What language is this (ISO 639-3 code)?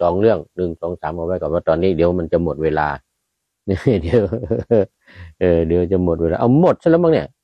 tha